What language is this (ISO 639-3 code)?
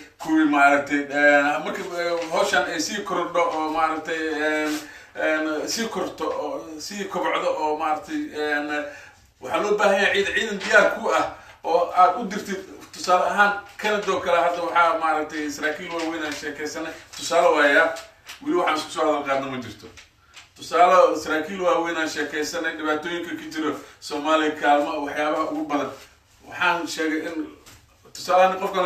som